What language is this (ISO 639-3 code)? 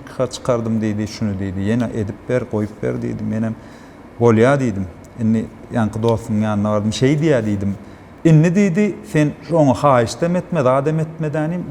tuk